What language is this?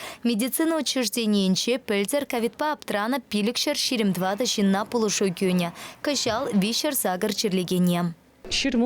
Chuvash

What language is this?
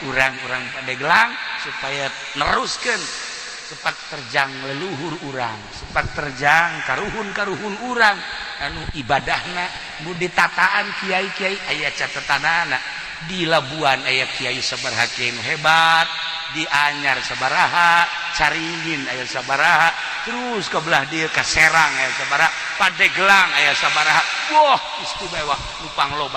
Sundanese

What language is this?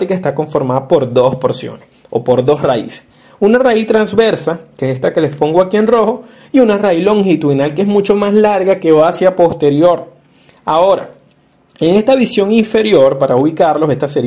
Spanish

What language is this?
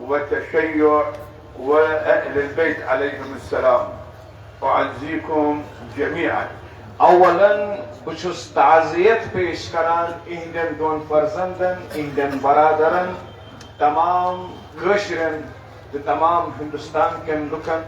Kashmiri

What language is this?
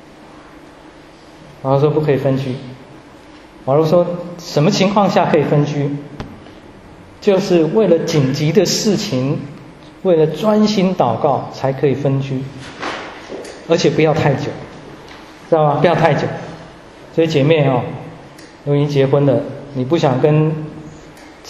Chinese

